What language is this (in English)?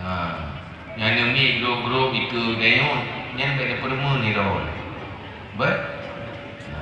Achinese